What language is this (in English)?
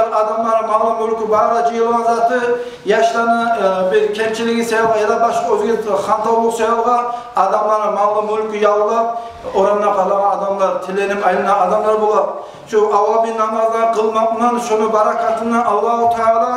Kumyk